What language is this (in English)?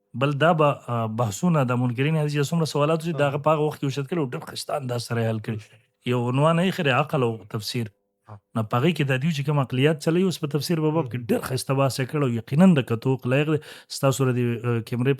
Pashto